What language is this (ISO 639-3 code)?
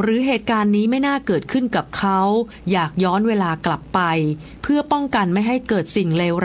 tha